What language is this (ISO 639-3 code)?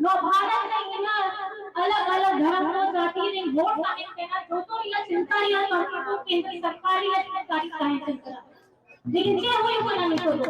sat